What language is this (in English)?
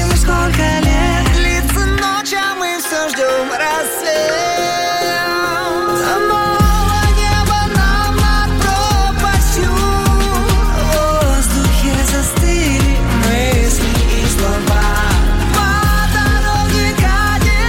Russian